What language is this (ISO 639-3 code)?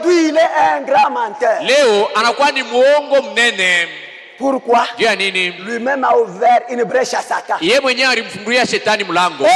swa